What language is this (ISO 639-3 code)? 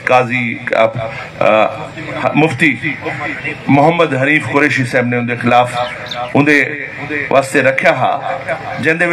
skr